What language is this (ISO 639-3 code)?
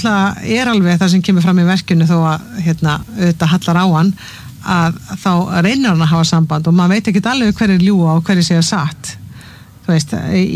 isl